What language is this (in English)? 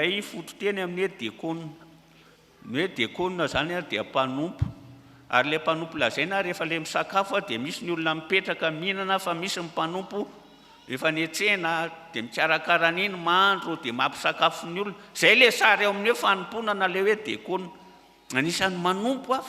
Malagasy